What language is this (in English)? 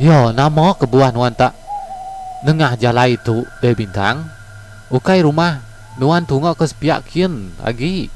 Iban